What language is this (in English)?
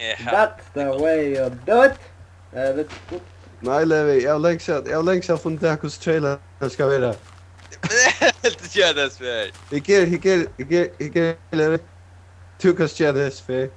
Faroese